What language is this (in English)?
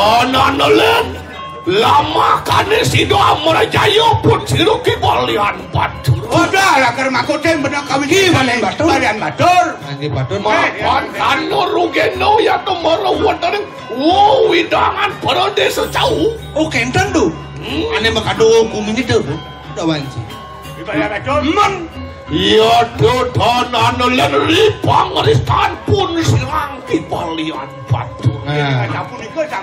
Balinese